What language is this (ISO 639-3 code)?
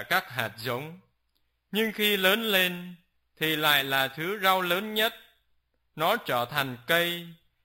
vie